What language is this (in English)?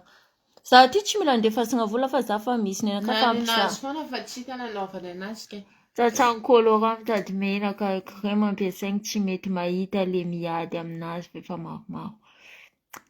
Malagasy